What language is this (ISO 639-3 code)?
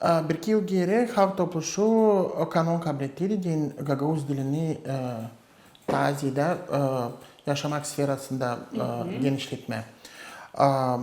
gag